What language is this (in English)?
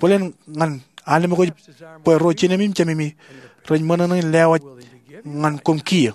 Marshallese